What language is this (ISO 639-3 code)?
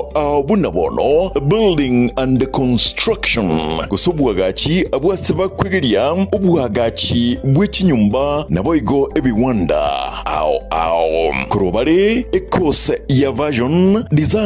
guz